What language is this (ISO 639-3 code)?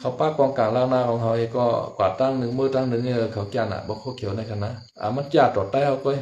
shn